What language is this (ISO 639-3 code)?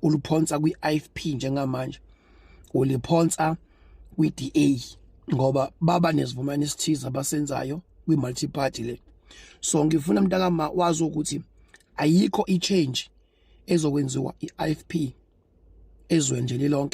zul